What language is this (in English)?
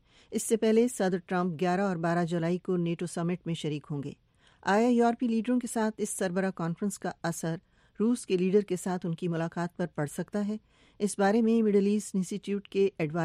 Urdu